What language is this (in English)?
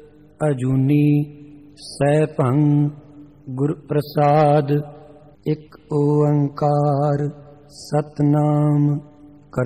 Punjabi